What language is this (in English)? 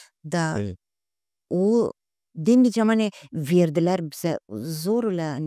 Gagauz